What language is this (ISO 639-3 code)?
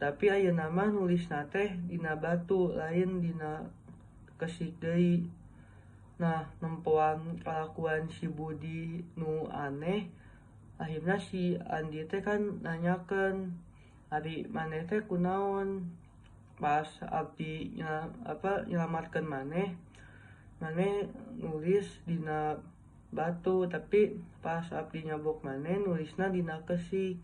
sun